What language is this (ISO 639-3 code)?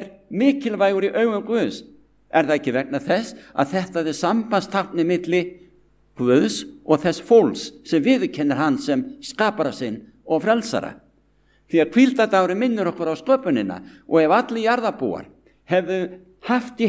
isl